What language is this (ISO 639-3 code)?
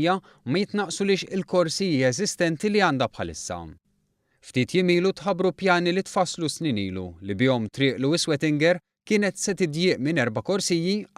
mlt